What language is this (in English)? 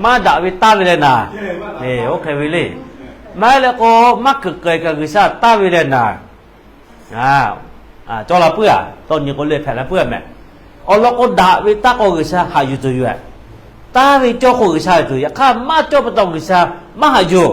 Lahu